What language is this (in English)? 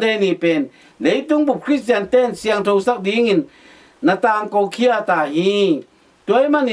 Tedim Chin